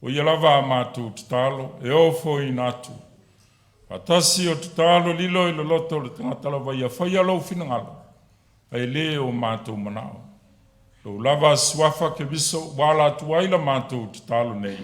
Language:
Samoan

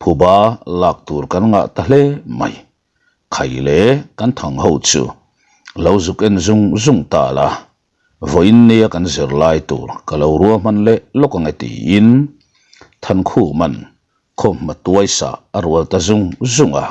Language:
Mizo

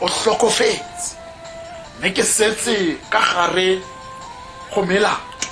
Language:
Tswana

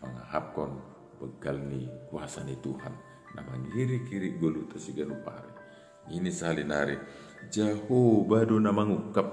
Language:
Batak Simalungun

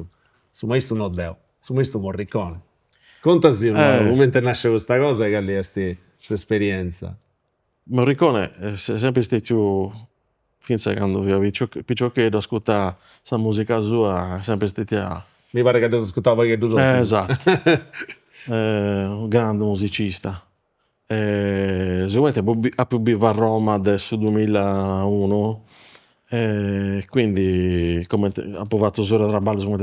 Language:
Sardinian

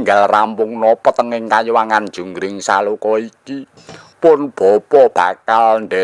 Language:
Javanese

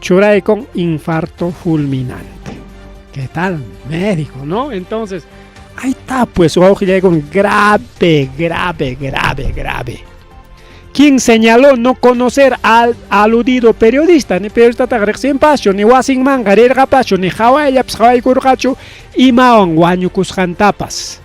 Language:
Ayacucho Quechua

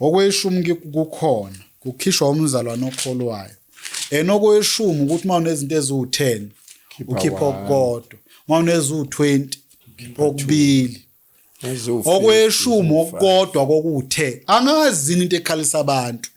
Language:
Zulu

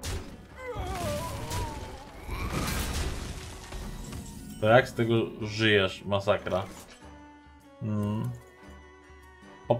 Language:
Polish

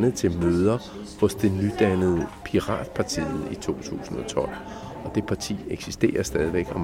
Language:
Danish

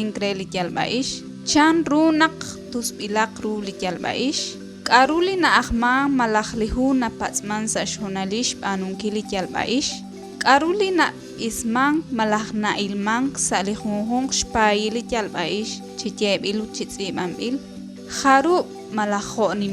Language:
Kekchí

